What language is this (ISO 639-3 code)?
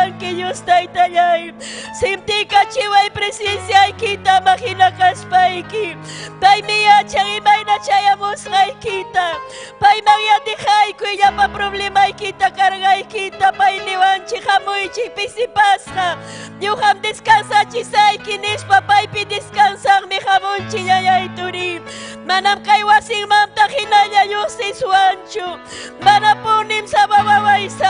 quy